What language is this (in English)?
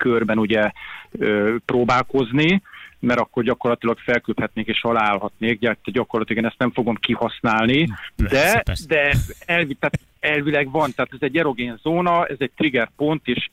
Hungarian